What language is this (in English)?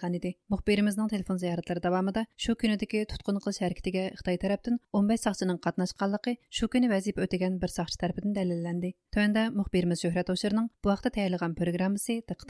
Uyghur